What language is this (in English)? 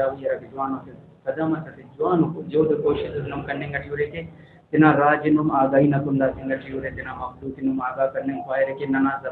Brahui